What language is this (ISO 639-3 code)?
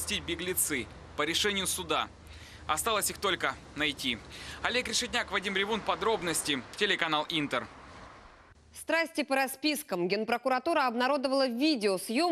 rus